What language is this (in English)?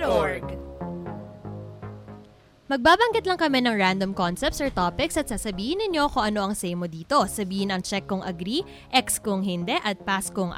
Filipino